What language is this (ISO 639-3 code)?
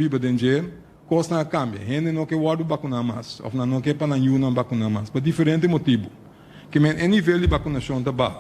pap